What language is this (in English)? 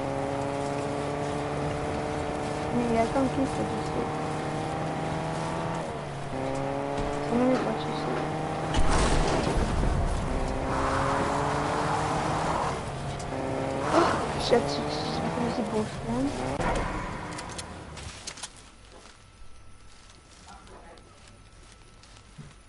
Afrikaans